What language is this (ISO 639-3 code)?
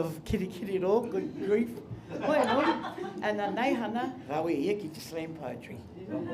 mri